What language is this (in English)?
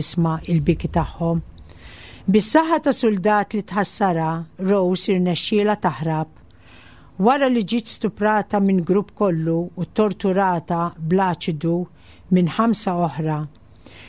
Maltese